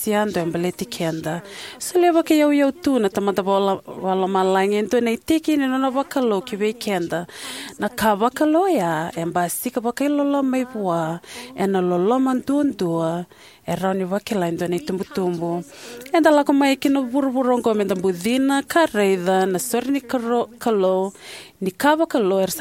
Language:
Fijian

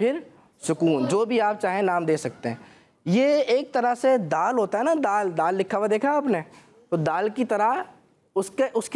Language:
Urdu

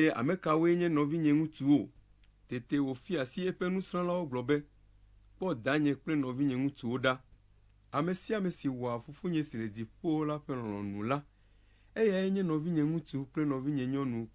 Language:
Ewe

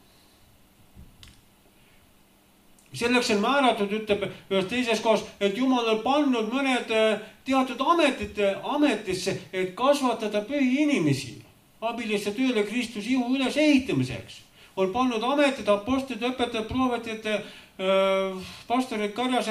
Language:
Estonian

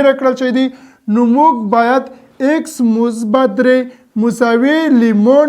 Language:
Pashto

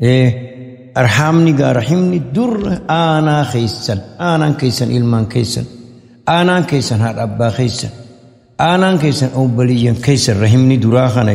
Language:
Oromo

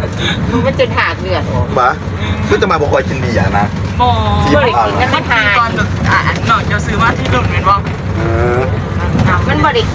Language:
Northeastern Thai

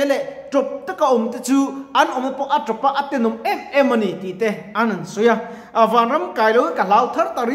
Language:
Mizo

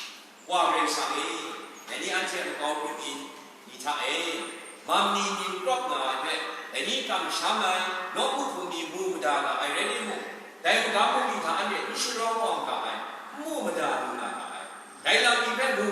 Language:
Kachin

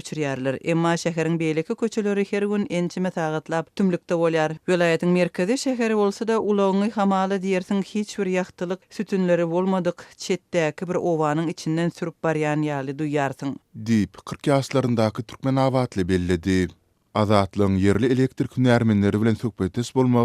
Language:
Turkmen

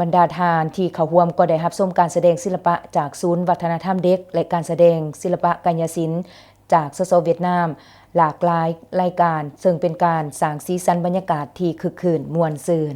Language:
Lao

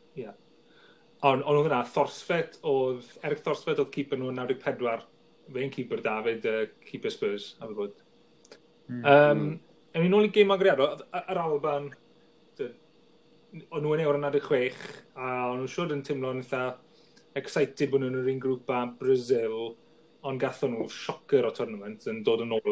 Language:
Welsh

